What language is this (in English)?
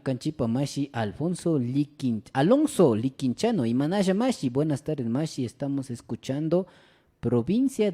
Imbabura Highland Quichua